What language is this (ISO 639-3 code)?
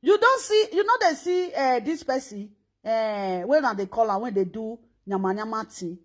pcm